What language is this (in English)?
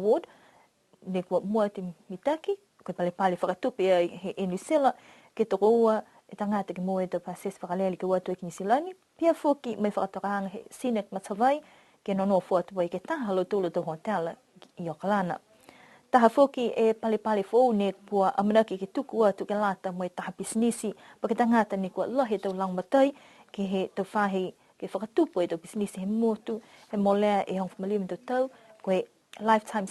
Niuean